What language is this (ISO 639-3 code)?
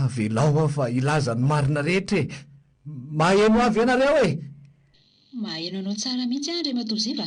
mlg